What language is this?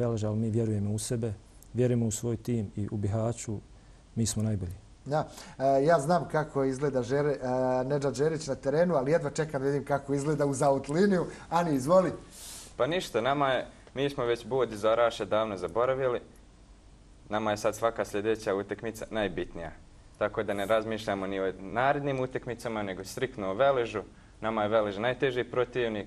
Bosnian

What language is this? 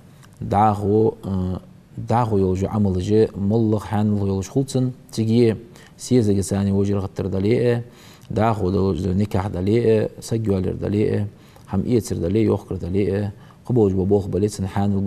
Ingush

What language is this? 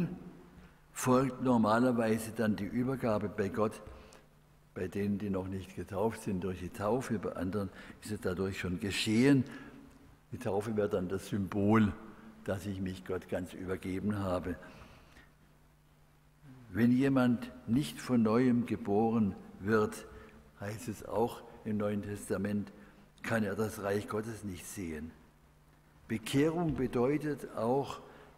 German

